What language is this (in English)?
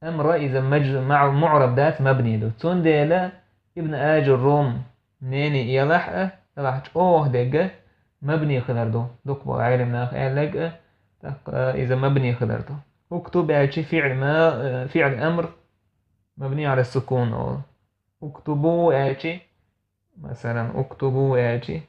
Chechen